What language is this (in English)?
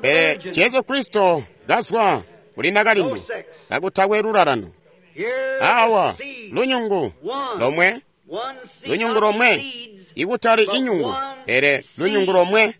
Tonga (Zambia)